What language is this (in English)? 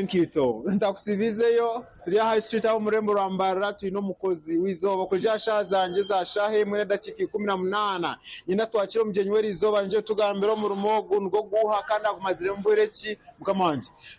Nyankole